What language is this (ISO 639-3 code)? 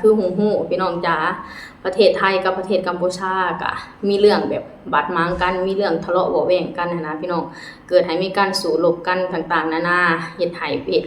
lao